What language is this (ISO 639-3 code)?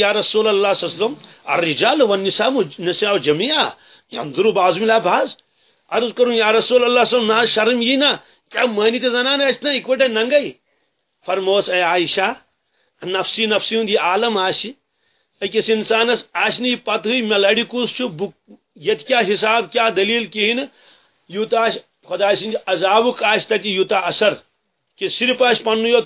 kas